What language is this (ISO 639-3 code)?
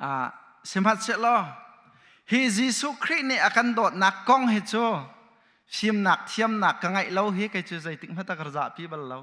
cnh